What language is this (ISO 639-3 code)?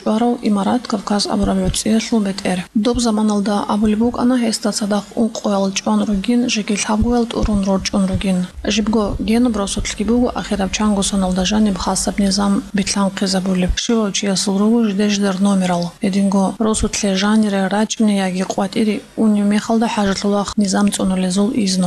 ava